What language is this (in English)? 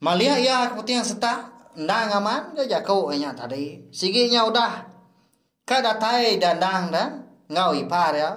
Iban